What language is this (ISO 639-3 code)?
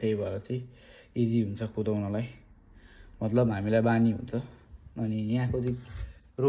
nep